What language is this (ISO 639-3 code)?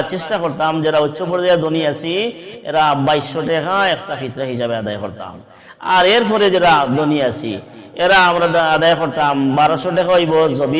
syl